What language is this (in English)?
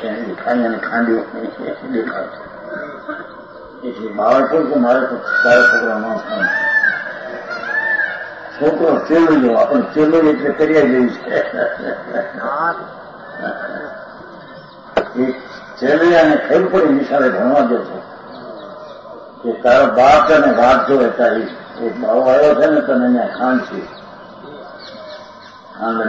Gujarati